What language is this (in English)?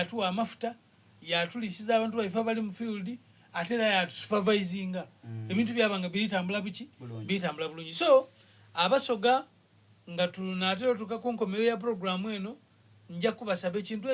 Soga